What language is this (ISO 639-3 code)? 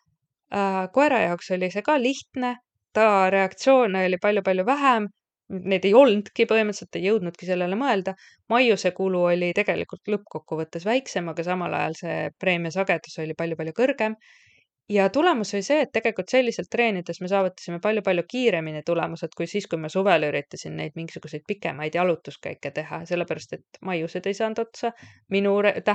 est